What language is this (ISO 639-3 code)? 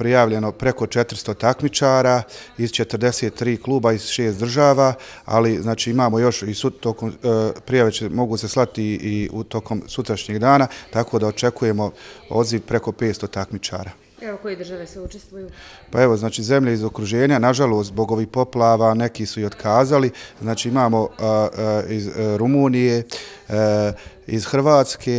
bos